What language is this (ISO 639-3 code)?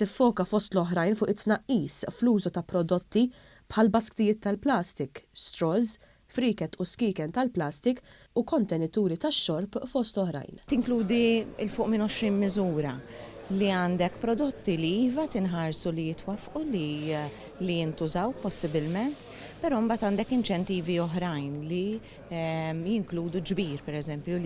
mlt